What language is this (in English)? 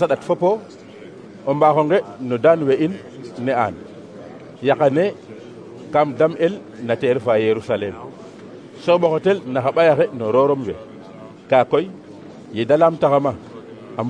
Serer